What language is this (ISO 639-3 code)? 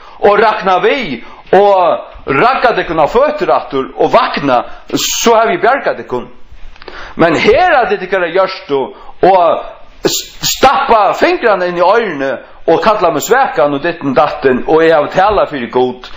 fao